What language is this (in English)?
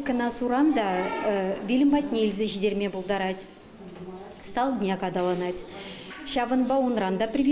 Chuvash